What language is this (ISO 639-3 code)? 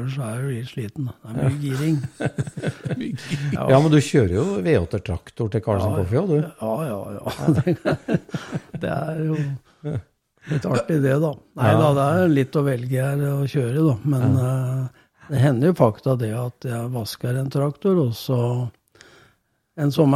nor